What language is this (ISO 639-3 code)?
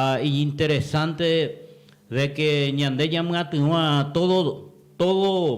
grn